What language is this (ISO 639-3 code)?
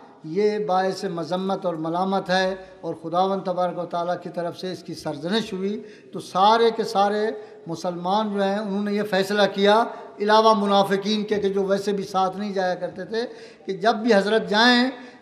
urd